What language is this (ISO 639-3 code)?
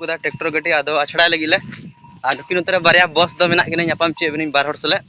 sat